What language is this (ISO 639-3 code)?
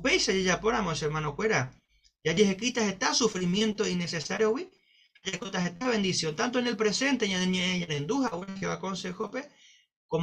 grn